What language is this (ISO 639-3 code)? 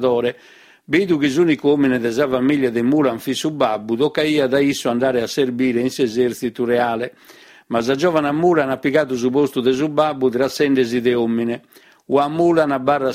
srd